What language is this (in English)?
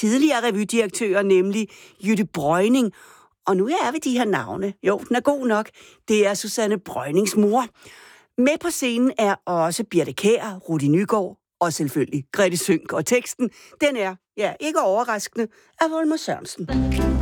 Danish